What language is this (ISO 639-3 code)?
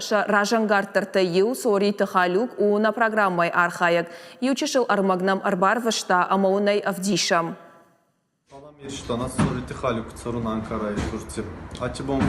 oss